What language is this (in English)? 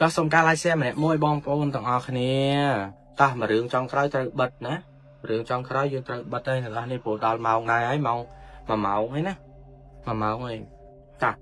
Khmer